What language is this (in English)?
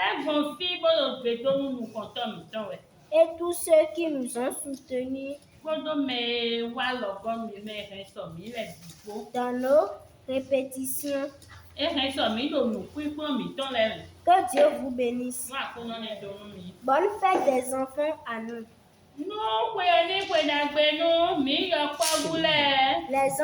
Fon